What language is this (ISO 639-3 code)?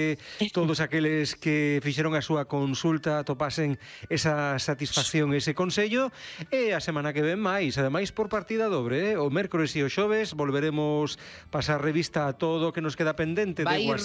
glg